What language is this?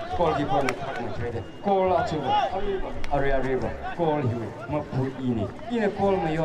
Tangkhul Naga (India)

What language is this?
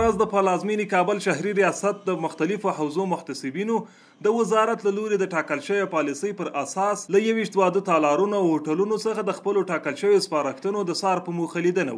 Pashto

